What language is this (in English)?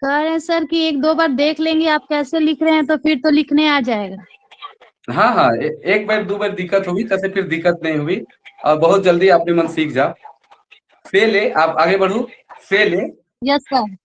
Sadri